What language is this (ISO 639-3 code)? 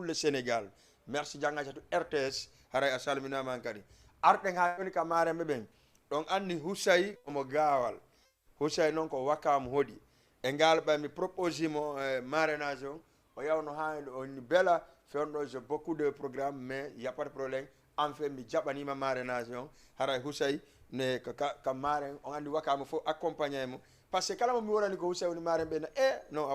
ful